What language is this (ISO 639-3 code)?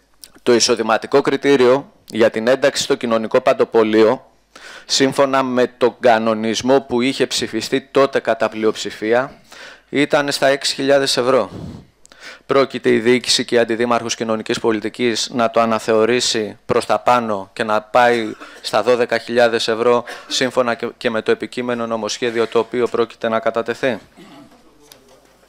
ell